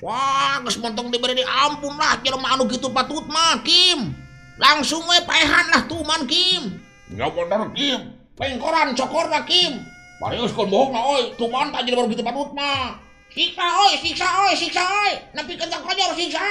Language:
Sundanese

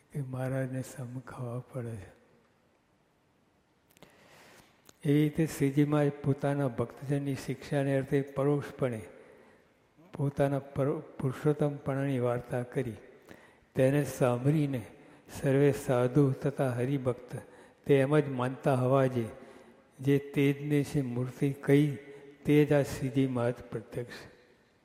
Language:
Gujarati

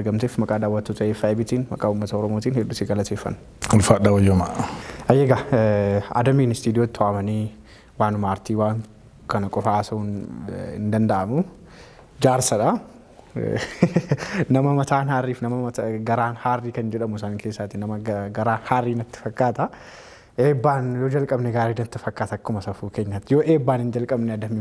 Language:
Oromo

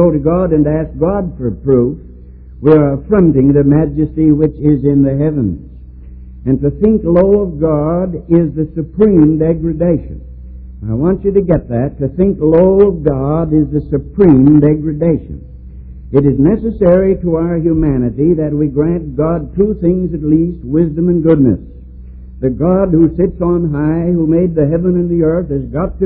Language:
English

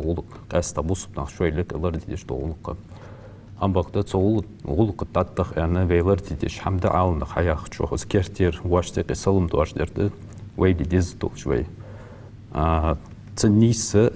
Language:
Ingush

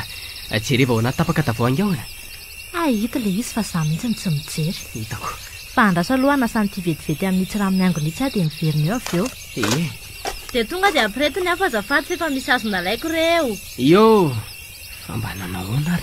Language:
Malagasy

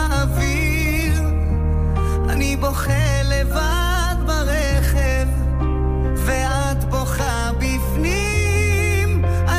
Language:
Hebrew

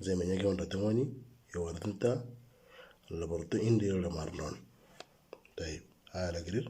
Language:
Moro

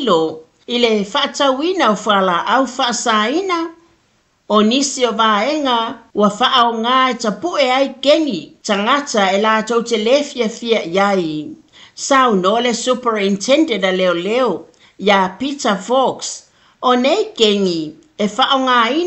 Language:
Samoan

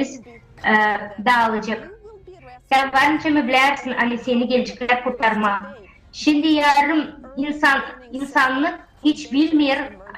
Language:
Gagauz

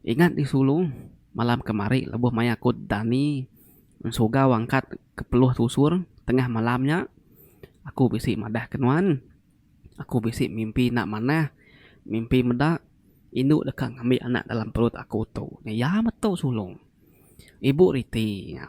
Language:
Iban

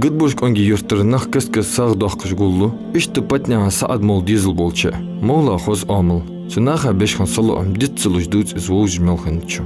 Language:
Ingush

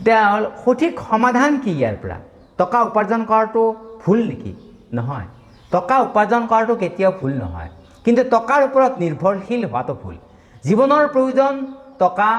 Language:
Assamese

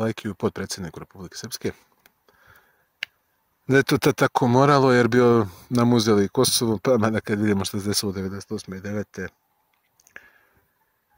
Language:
Serbian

